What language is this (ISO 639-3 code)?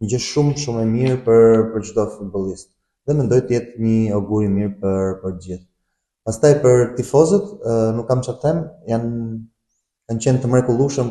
sqi